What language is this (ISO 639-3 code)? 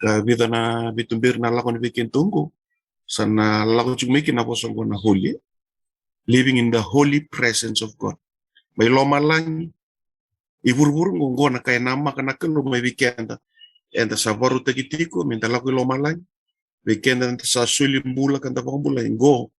fij